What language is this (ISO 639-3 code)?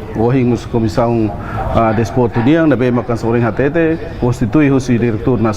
tet